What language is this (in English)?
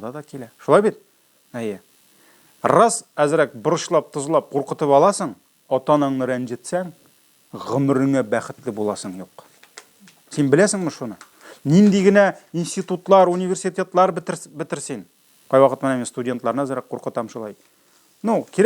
Tatar